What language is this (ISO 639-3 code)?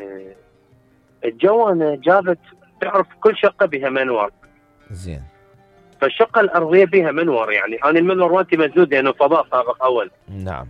acm